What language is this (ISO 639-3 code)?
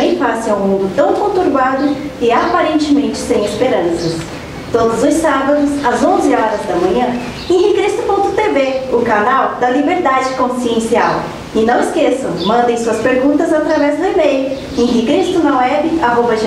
por